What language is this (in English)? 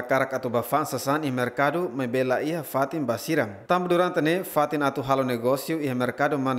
Tetum